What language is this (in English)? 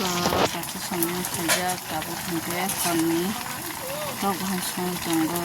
Kok Borok